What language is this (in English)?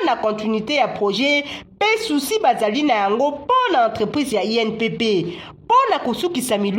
Lingala